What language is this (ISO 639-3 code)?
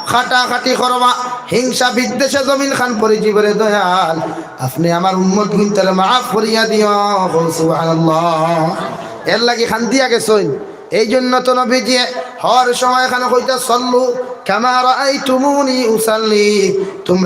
syl